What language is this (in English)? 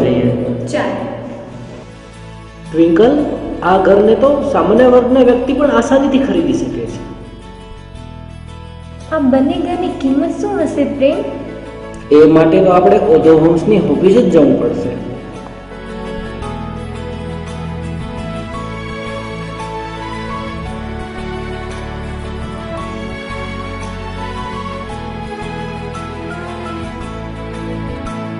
Gujarati